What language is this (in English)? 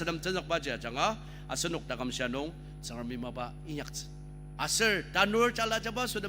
Ao Naga